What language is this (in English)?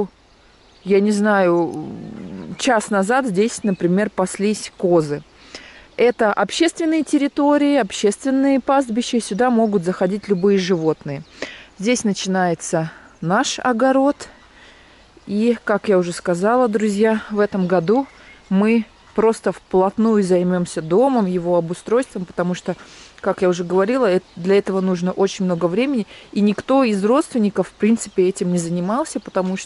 Russian